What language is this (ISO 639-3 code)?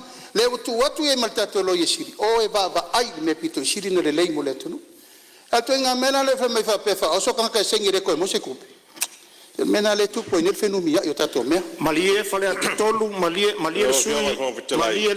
smo